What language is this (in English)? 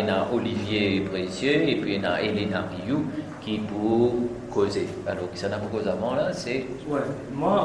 Morisyen